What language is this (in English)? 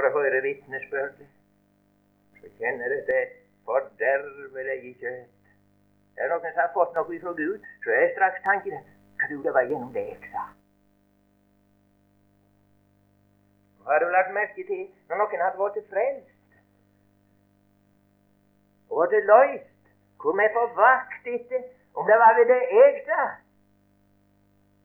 Norwegian